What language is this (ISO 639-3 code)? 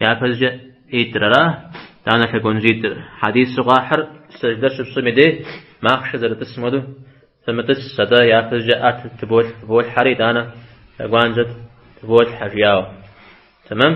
kbd